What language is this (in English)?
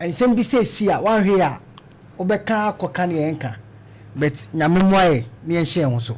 Akan